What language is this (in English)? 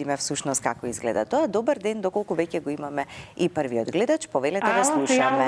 Macedonian